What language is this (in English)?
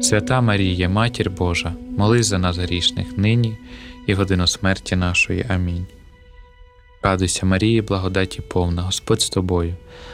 Ukrainian